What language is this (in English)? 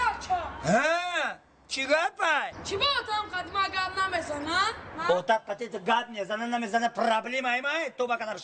Tajik